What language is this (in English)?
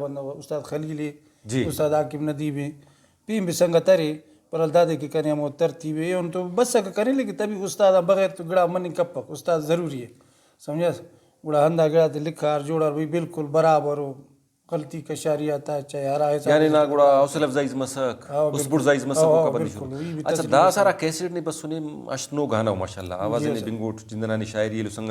Brahui